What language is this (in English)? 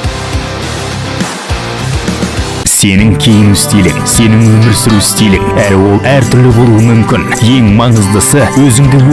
Kazakh